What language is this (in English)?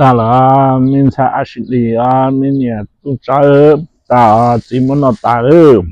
Hmong